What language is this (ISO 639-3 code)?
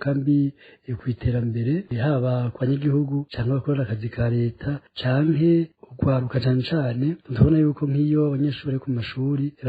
run